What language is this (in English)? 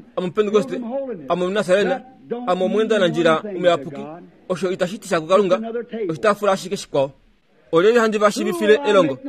Kuanyama